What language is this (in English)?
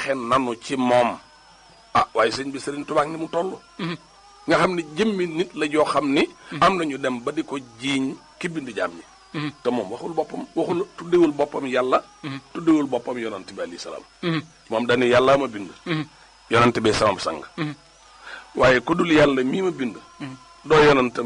Wolof